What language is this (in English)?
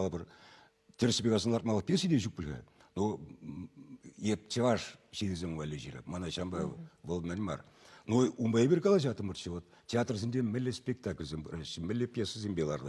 Chuvash